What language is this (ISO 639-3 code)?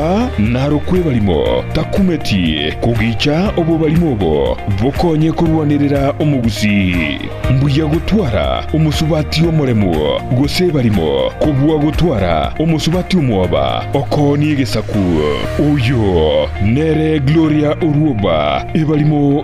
guz